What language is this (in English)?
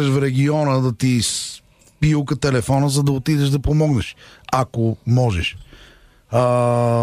Bulgarian